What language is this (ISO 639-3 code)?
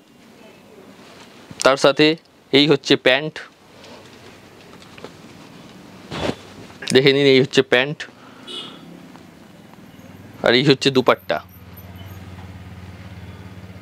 ben